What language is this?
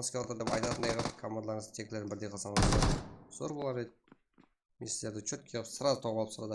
Kara-Kalpak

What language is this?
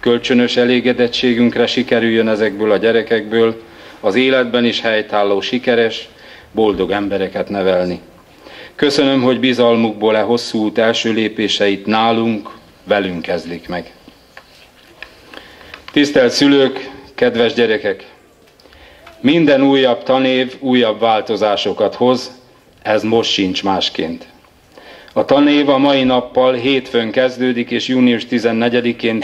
Hungarian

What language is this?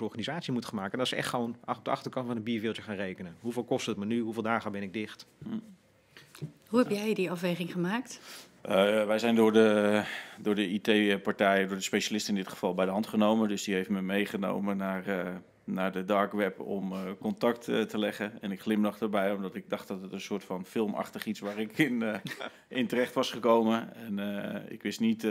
Dutch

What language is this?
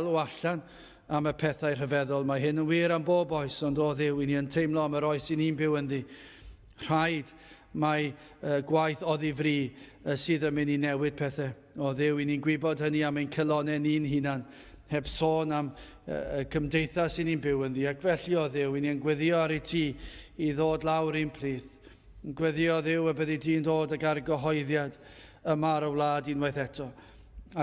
Welsh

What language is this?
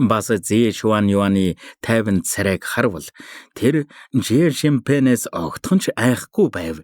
Mongolian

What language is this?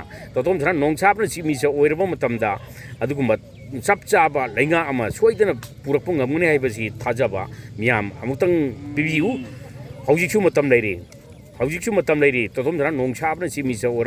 Manipuri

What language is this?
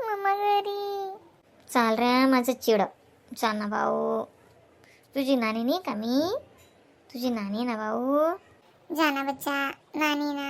Khandesi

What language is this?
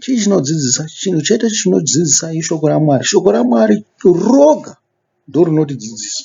Shona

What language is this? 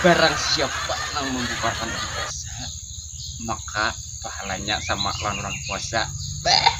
Banjar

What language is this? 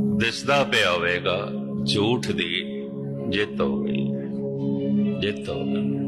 Punjabi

